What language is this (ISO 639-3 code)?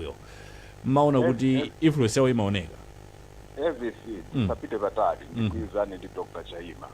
nya